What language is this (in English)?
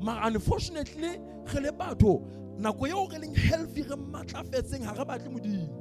Southern Sotho